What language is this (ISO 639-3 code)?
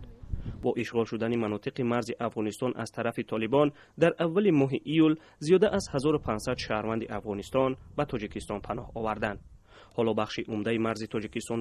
tgk